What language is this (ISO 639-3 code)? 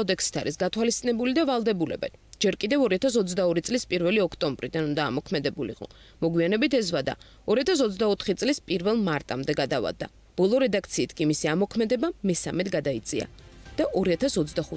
kat